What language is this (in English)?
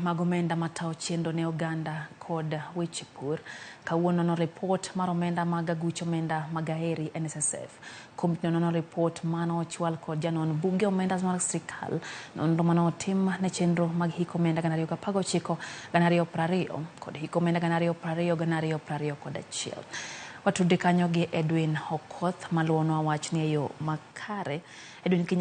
Luo (Kenya and Tanzania)